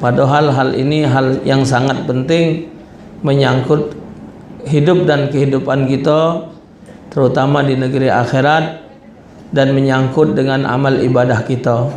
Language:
Musi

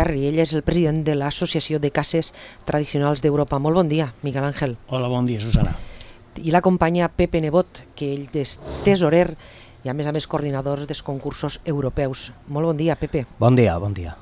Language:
Catalan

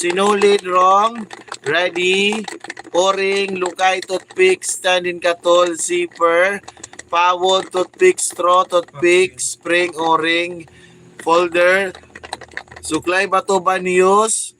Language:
Waray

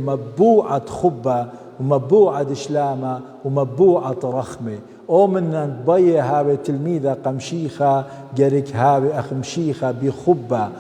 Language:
Assyrian Neo-Aramaic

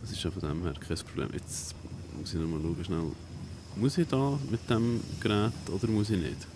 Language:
Swiss German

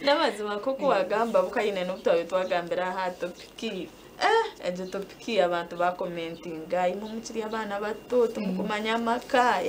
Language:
Nyankole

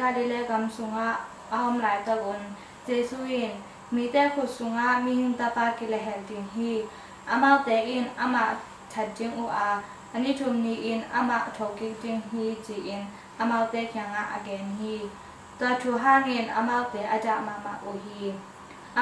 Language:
Tedim Chin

